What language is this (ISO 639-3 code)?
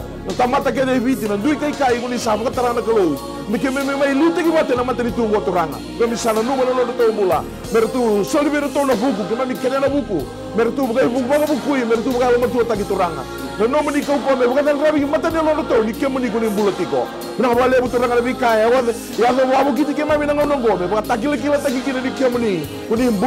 fij